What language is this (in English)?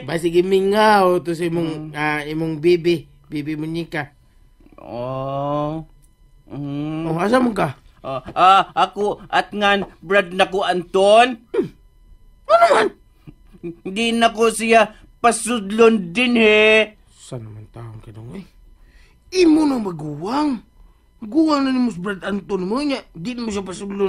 Cebuano